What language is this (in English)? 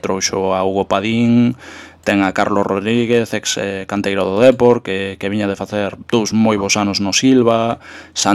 Galician